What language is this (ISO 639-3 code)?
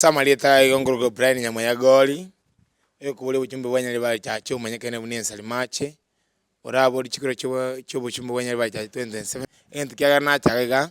guz